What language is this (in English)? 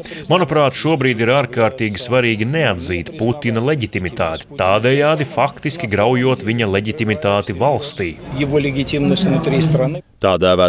Latvian